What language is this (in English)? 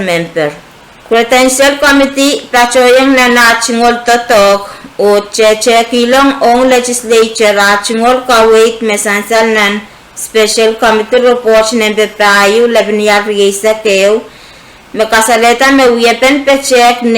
Pohnpeian